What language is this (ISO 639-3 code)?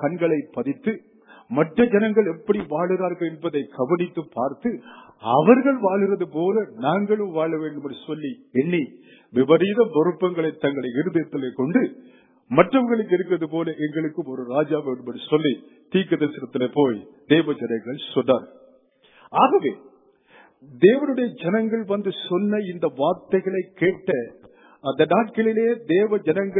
tam